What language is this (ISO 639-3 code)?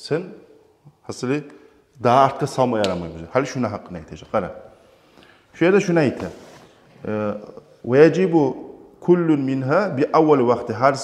kum